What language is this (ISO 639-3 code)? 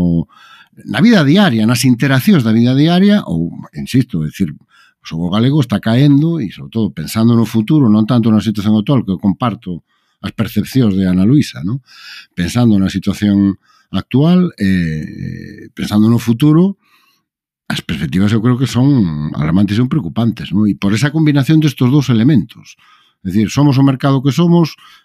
glg